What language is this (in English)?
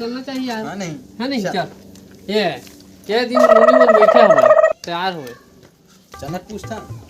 Chhattisgarhi